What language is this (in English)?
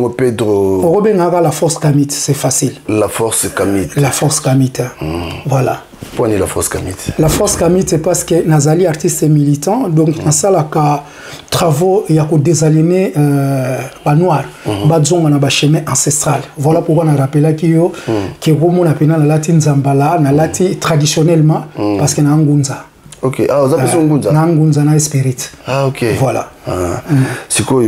Lingala